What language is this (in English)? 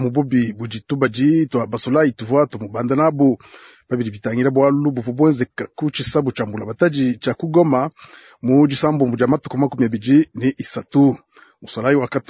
Luba-Lulua